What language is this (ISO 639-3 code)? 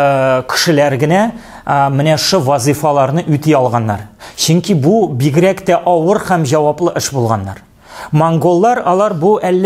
tat